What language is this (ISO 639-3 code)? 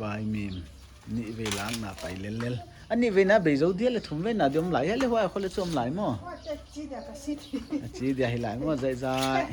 pck